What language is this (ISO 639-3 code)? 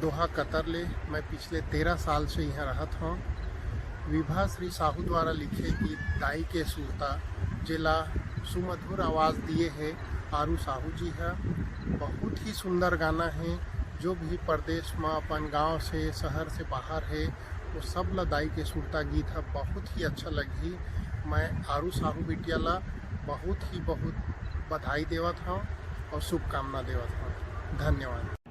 hne